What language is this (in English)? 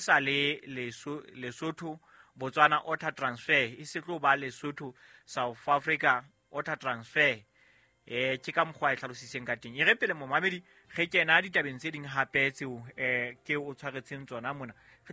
Southern Sotho